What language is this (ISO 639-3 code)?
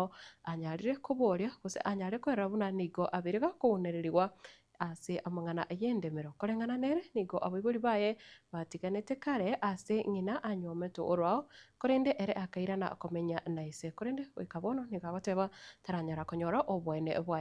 guz